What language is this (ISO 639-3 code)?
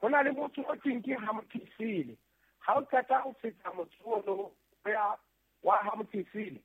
sot